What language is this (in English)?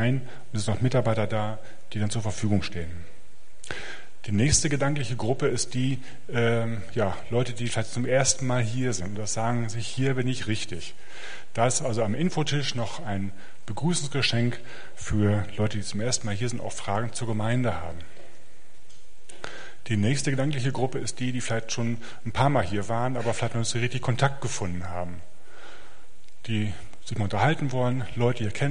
German